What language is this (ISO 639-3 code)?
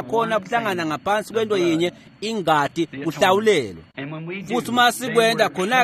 ssw